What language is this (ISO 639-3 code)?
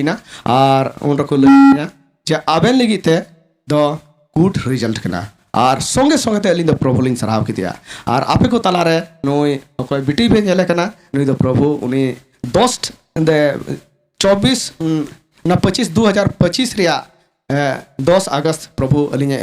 sat